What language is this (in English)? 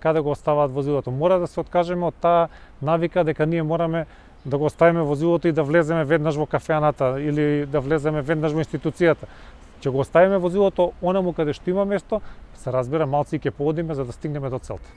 Macedonian